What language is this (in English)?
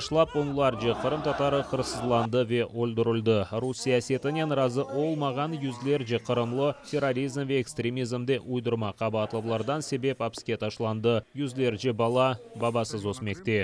Crimean Tatar